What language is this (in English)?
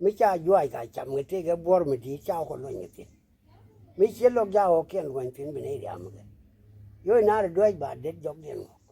Nuer